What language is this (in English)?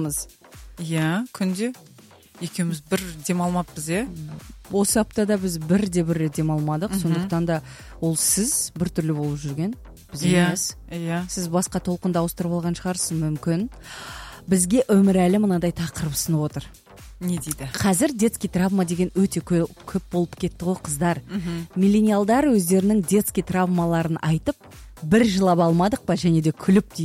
Kazakh